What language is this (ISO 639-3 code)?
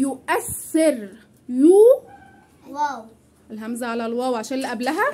arz